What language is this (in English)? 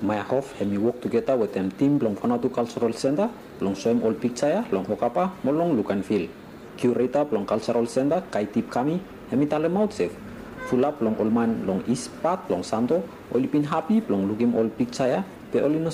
Bislama